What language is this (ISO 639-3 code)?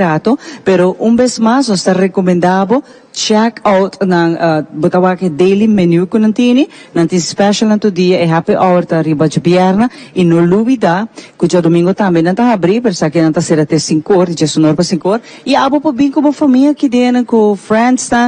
pap